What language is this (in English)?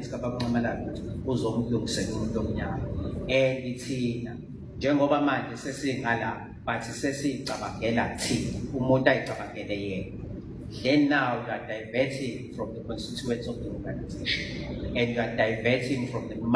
Zulu